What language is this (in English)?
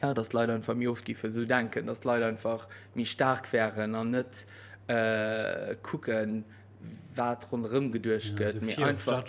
Luxembourgish